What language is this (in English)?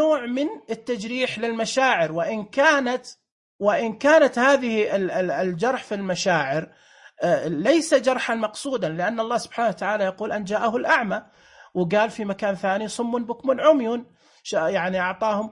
Najdi Arabic